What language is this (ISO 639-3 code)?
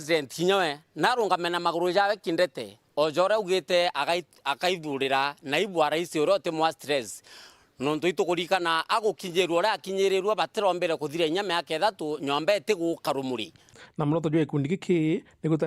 mer